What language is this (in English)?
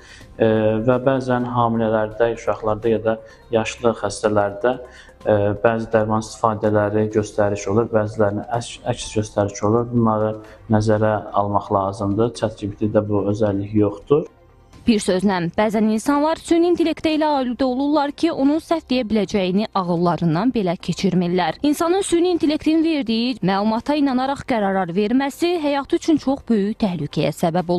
Azerbaijani